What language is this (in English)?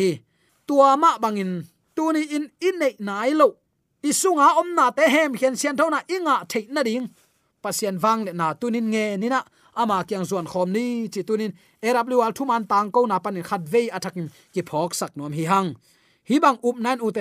Tedim Chin